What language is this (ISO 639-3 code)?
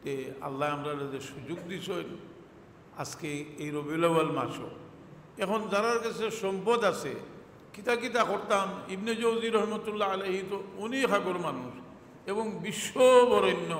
syl